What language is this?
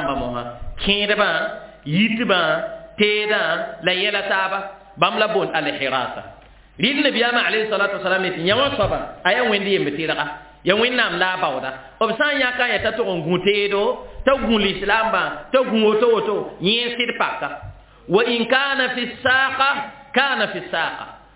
Mossi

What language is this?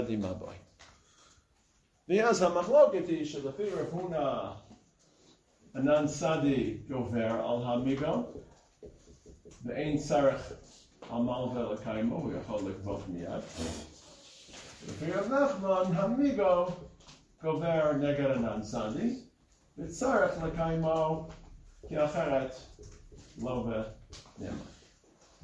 Hebrew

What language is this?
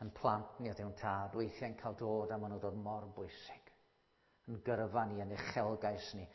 Welsh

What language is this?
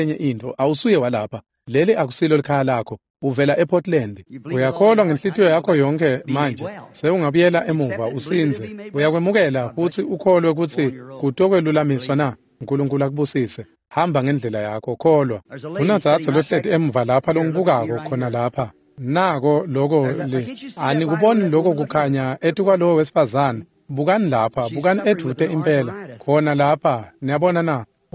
Swati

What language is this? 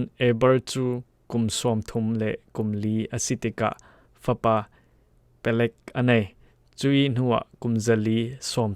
Falam Chin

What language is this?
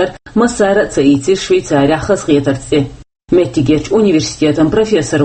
Chechen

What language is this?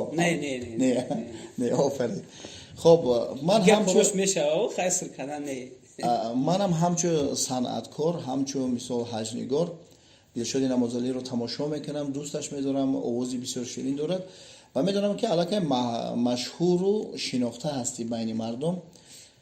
Tajik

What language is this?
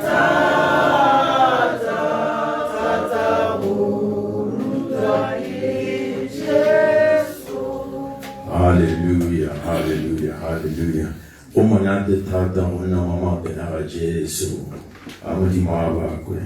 Tswana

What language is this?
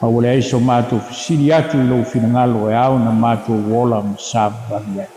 Samoan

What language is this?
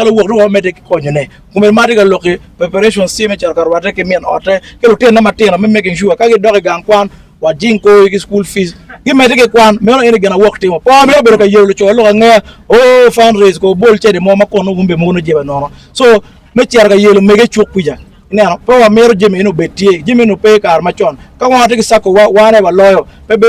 Acoli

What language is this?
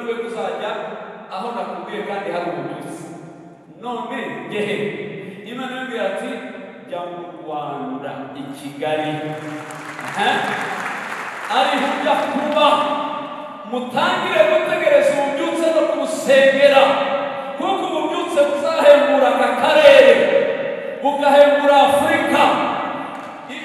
Kinyarwanda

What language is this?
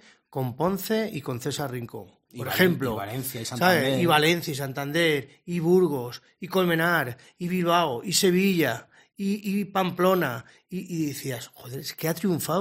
Spanish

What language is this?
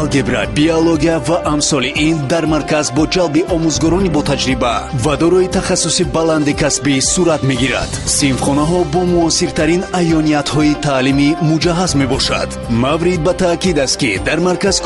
Tajik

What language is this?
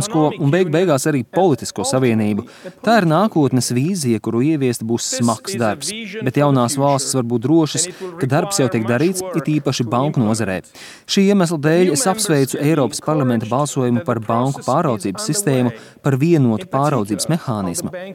Latvian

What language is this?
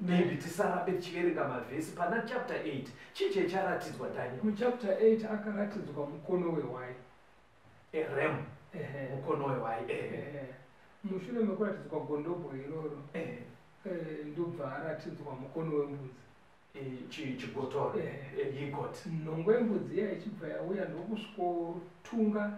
Shona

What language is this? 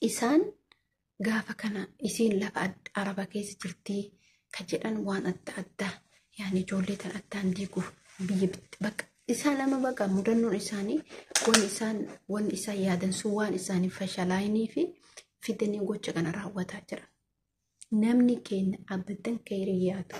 Oromo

